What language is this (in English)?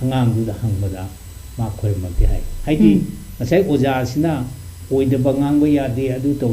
Manipuri